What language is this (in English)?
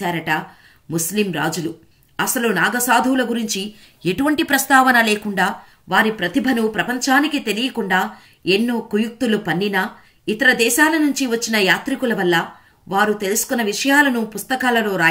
Telugu